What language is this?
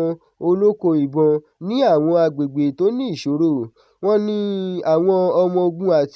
Yoruba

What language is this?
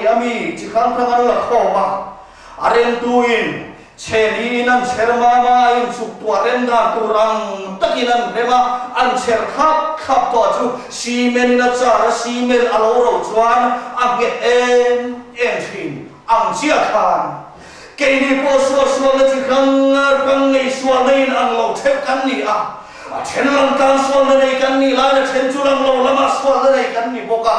Mizo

